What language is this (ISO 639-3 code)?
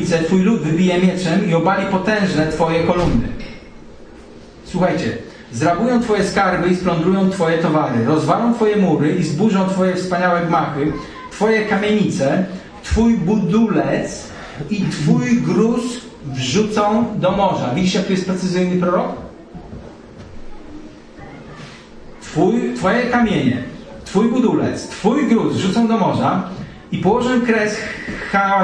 pol